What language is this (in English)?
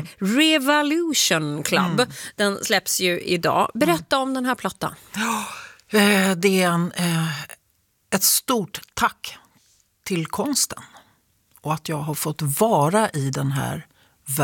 Swedish